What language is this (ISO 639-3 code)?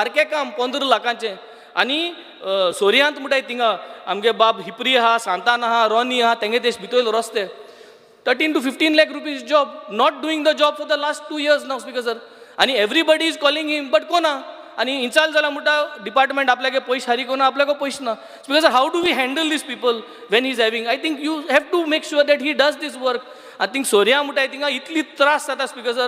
kok